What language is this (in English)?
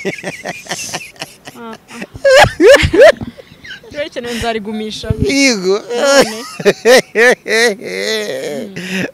Kinyarwanda